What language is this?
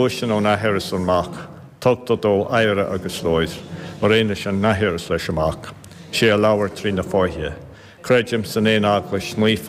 Irish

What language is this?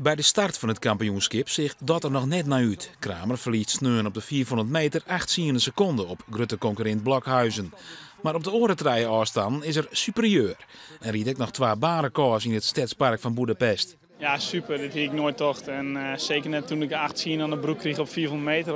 Western Frisian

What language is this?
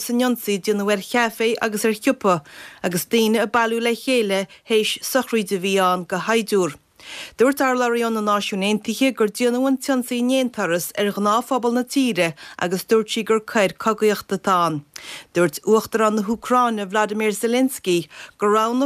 Irish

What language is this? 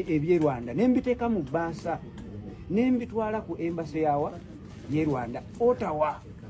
Ganda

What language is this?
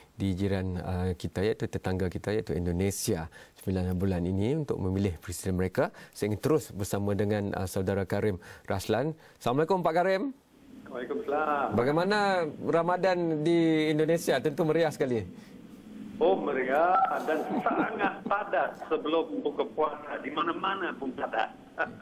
Malay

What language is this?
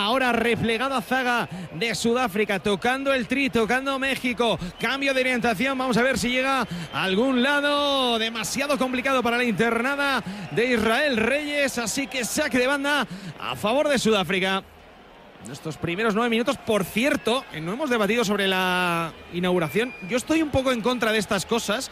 Spanish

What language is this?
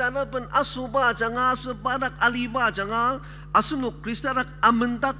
Ao Naga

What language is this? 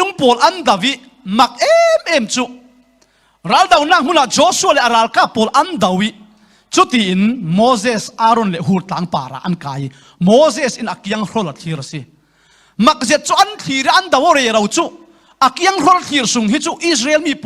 Falam Chin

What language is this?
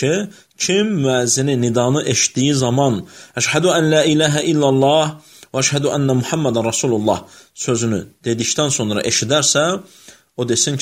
Azerbaijani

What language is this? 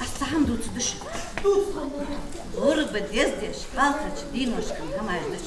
Ingush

